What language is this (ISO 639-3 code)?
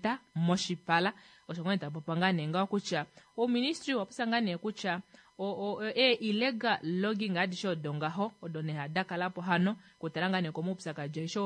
kua